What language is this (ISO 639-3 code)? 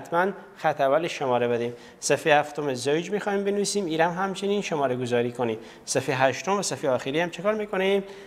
fas